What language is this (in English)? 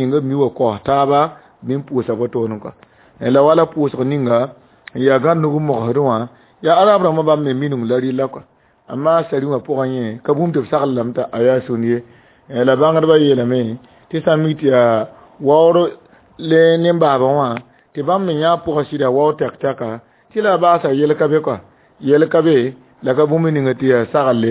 Mossi